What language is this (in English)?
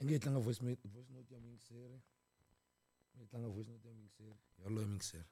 Tsonga